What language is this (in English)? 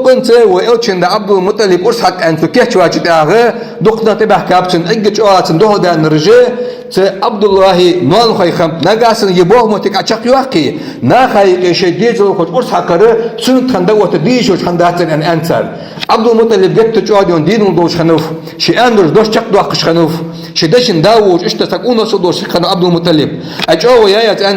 Ingush